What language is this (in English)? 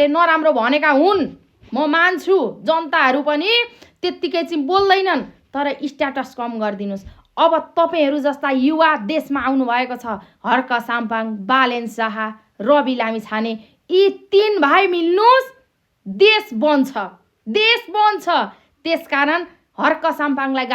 Nepali